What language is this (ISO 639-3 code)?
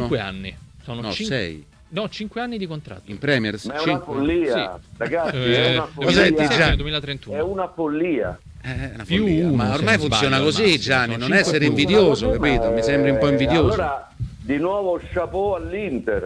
ita